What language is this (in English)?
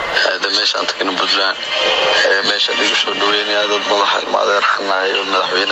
Somali